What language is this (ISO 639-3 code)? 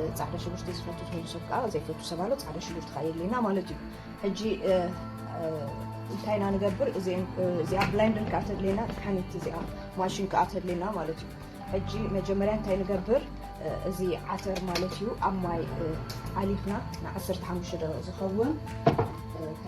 tir